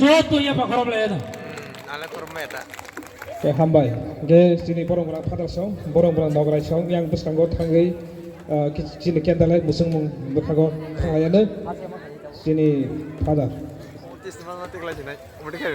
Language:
Kok Borok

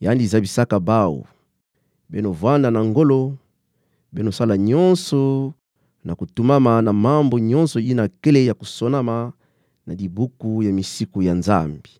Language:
Kituba (Democratic Republic of Congo)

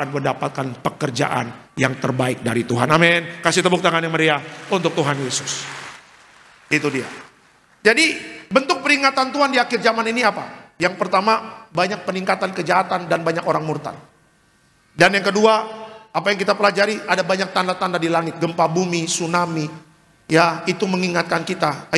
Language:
Indonesian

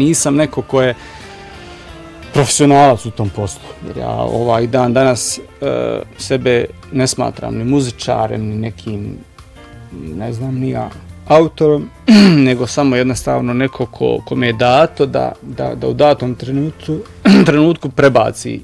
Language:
Bosnian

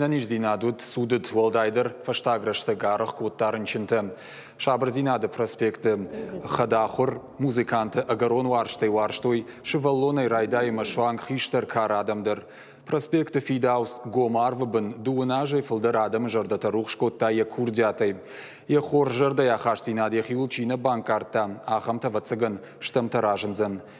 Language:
Ossetic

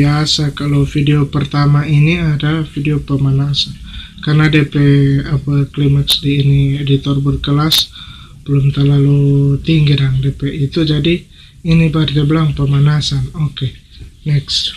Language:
Manado Malay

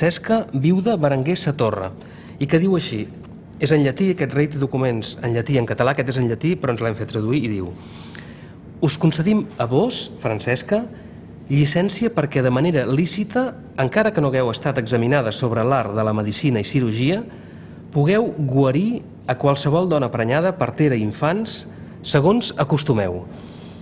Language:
Catalan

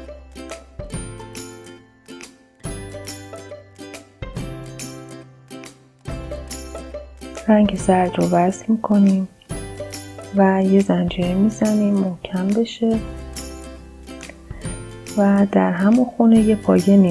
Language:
Persian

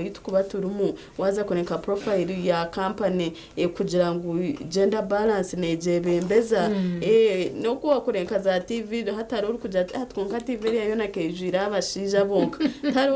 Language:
Nyankole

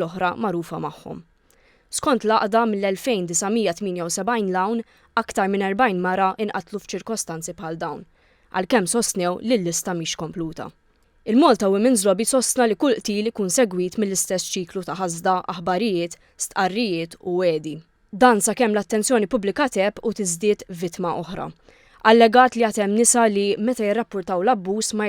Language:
Maltese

